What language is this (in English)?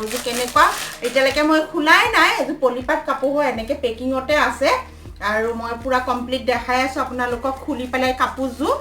Assamese